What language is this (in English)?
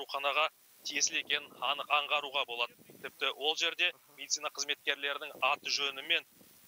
Kazakh